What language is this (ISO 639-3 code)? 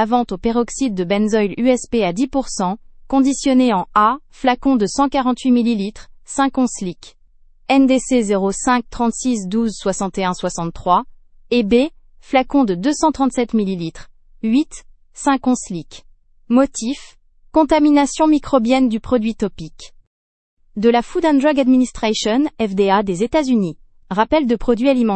fra